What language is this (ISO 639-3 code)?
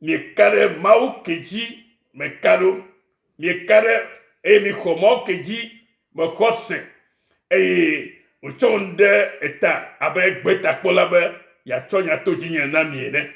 ewe